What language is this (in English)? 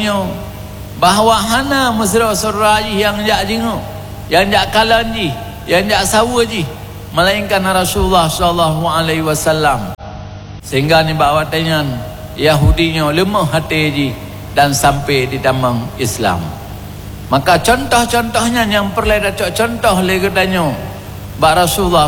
Achinese